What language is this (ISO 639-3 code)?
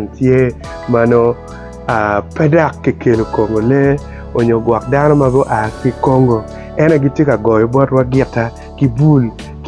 ach